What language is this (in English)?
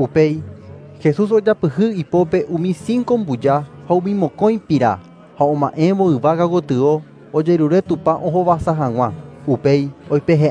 Guarani